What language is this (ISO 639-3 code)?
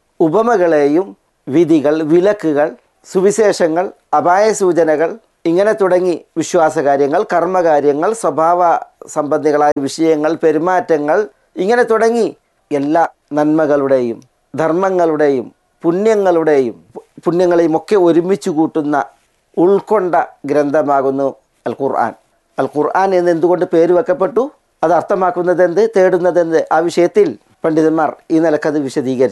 mal